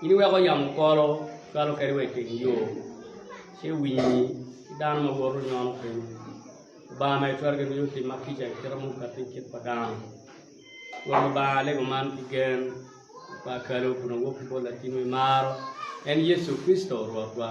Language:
Acoli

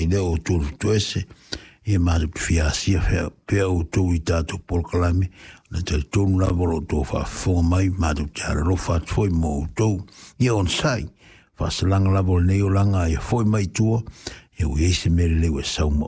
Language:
Samoan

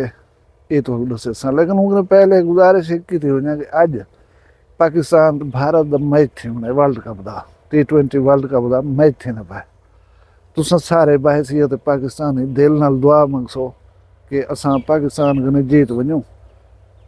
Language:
Saraiki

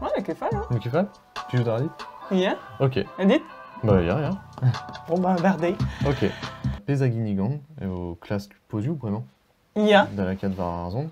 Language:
Breton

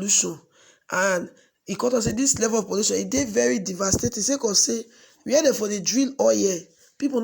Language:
Nigerian Pidgin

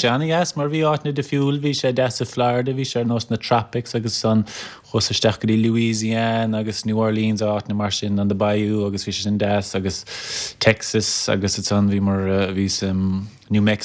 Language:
Irish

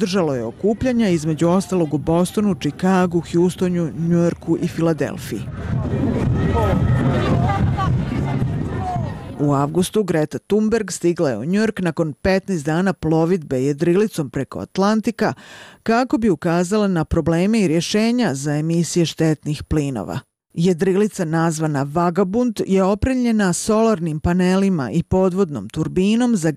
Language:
Bosnian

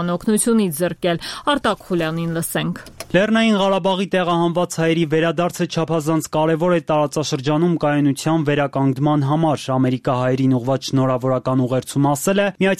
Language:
Armenian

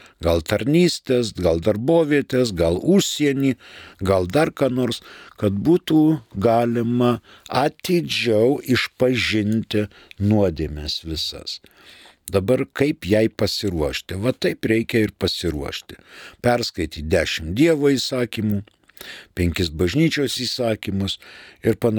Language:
Lithuanian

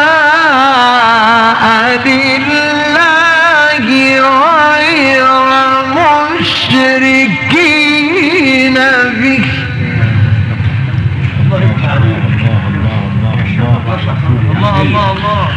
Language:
Arabic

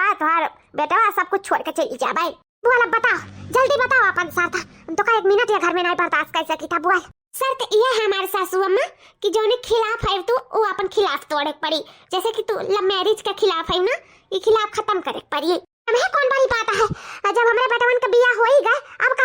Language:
Awadhi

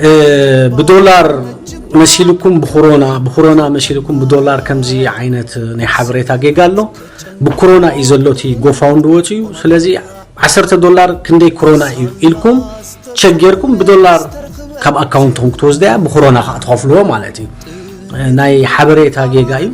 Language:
Tigrinya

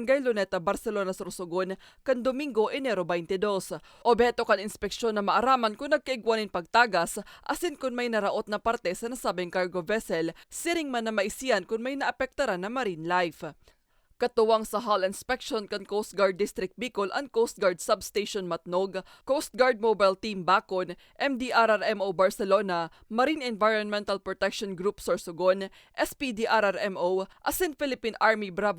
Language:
Bikol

